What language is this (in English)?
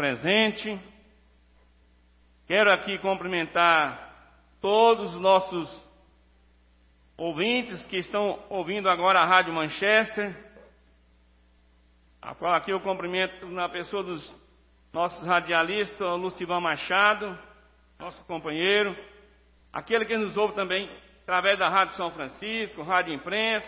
Portuguese